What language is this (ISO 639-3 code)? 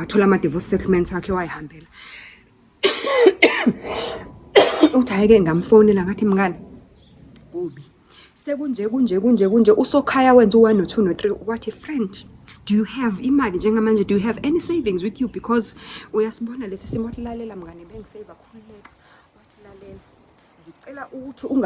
zul